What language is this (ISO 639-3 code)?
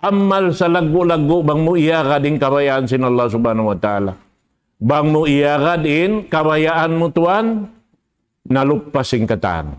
tsg